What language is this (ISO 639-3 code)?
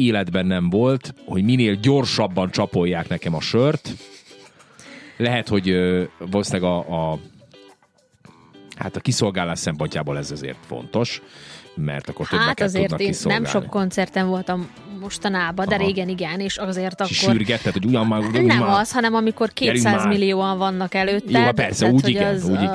hun